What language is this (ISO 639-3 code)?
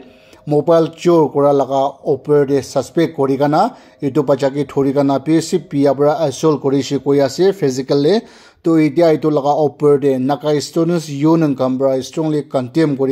nag